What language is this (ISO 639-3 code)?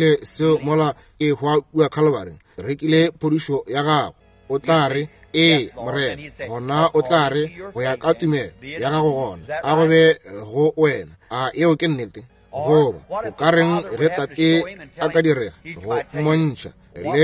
nso